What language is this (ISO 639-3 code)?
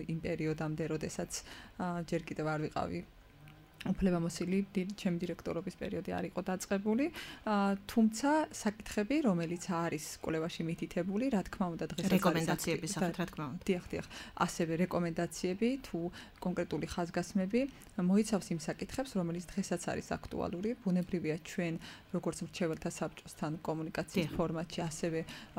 kat